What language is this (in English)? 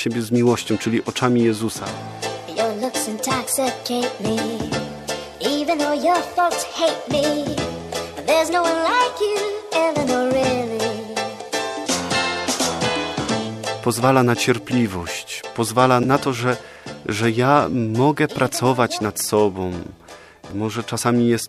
Polish